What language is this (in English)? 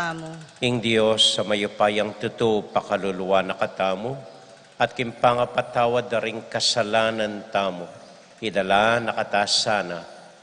Pampanga